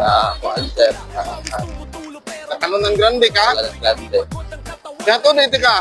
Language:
Cebuano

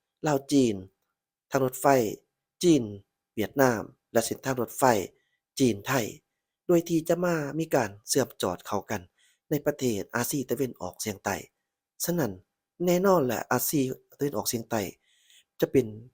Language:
Lao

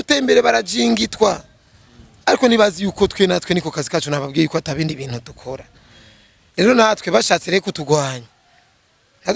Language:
Rundi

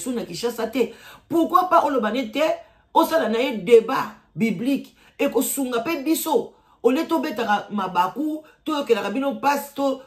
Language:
Lingala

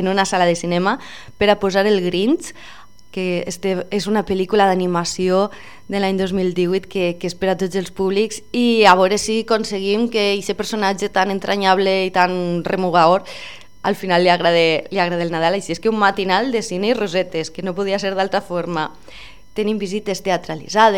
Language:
Catalan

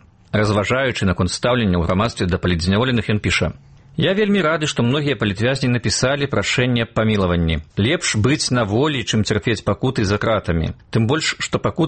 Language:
Belarusian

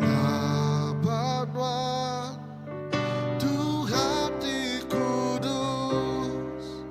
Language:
Iban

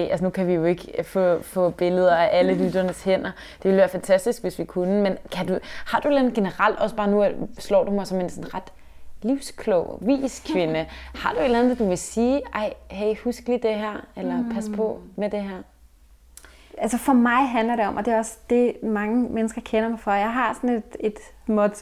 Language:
Danish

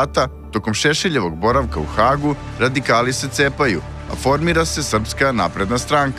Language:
Serbian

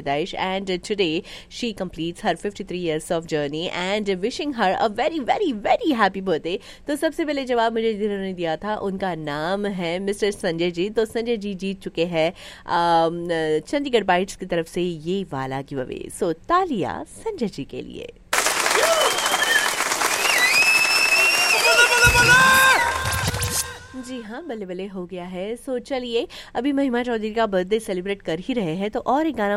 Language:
Hindi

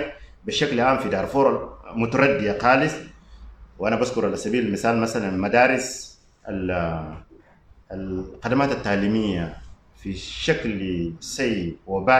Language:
Sudanese Arabic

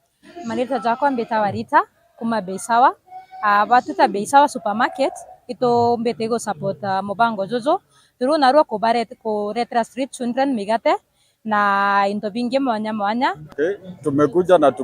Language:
Meru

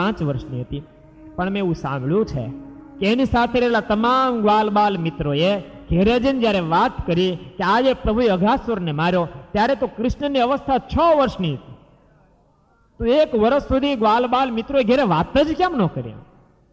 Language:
Gujarati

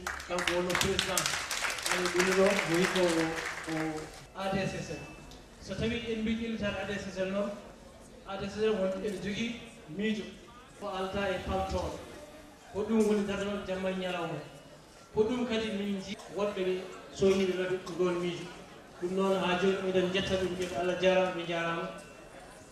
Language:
Fula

